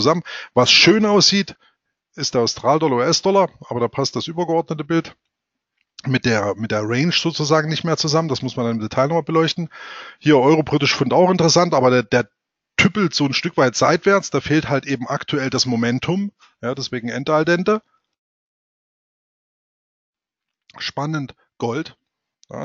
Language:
German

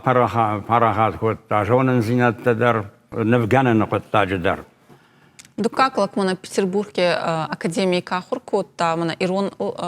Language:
Ossetic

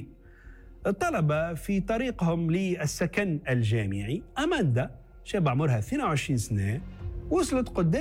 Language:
Tunisian Arabic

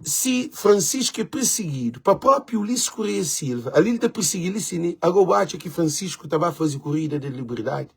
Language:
Kabuverdianu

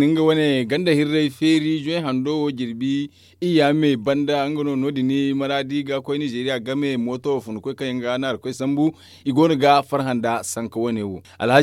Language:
Zarma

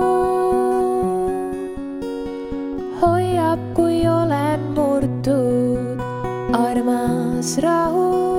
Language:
Estonian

